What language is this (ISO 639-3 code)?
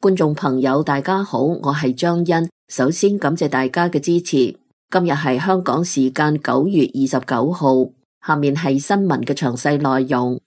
yue